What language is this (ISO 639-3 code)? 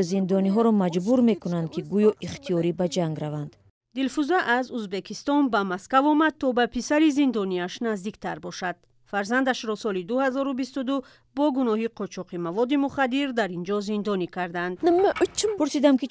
tgk